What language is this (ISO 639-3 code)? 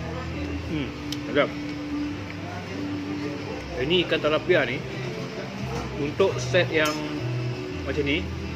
msa